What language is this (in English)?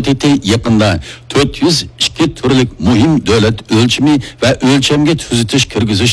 Uyghur